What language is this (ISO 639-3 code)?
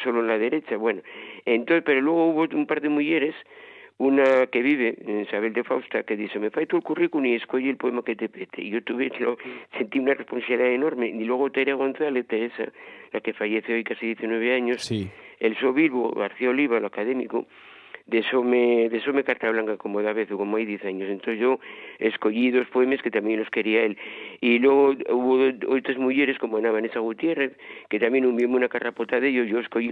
ast